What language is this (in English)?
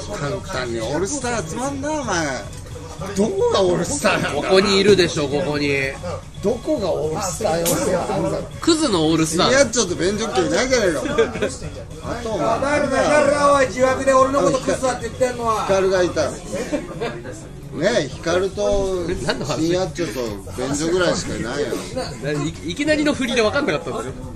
Japanese